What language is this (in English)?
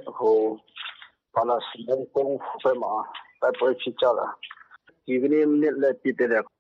Burmese